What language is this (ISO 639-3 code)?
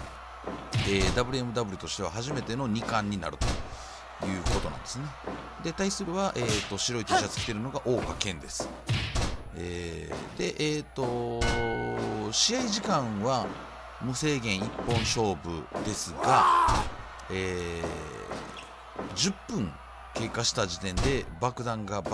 jpn